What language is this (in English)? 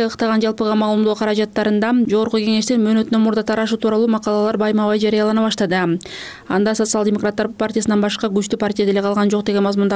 Kyrgyz